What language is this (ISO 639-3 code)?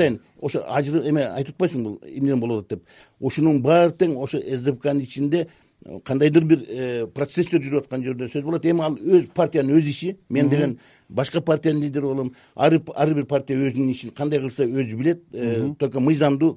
kir